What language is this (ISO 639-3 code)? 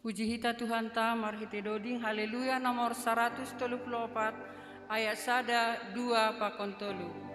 bts